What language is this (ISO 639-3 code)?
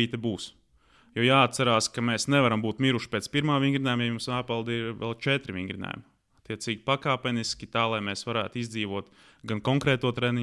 lav